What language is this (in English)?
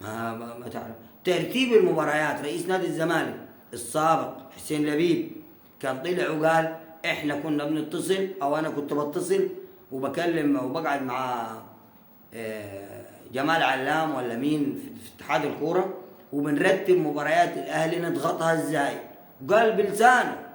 Egyptian Arabic